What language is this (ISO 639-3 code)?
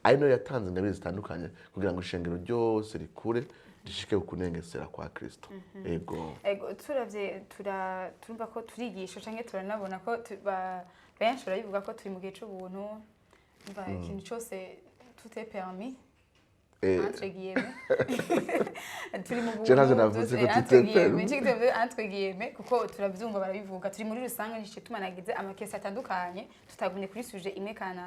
run